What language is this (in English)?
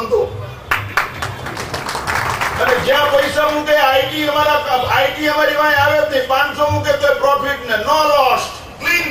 Gujarati